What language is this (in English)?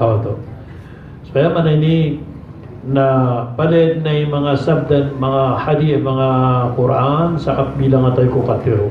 Maranao